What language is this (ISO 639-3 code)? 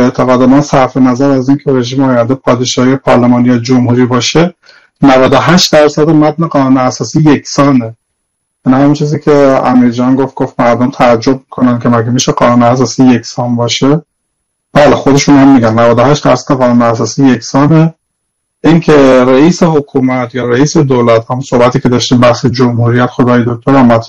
fas